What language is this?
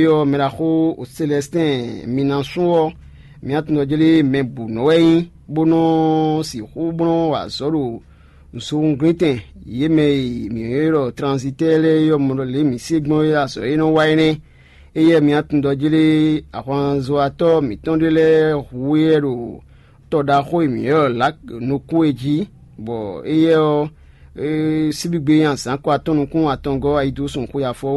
Fon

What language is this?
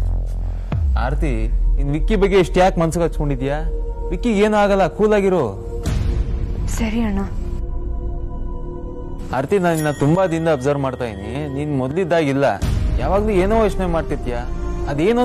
Kannada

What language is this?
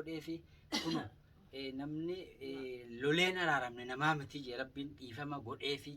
Oromo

